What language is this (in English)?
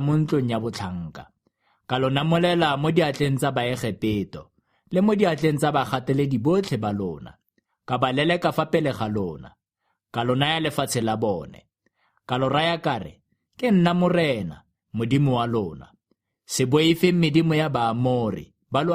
Tswana